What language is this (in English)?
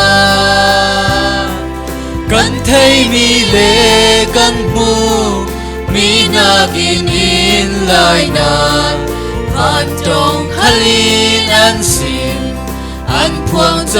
Falam Chin